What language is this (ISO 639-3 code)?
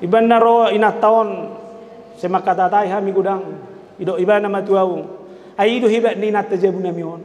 bbc